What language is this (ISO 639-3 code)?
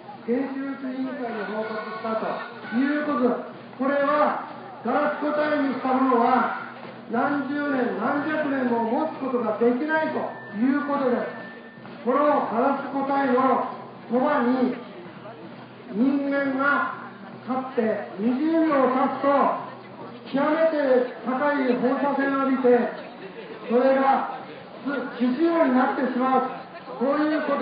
jpn